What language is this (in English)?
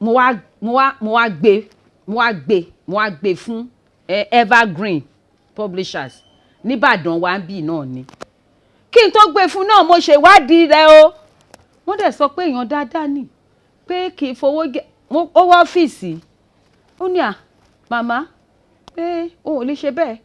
Yoruba